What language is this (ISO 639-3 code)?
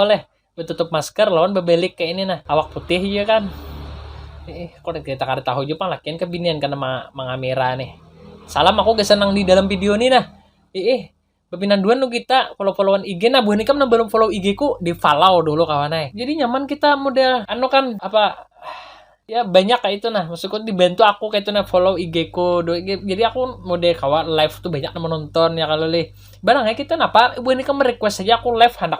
bjn